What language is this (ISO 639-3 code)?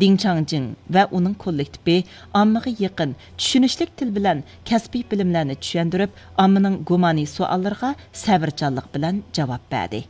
uig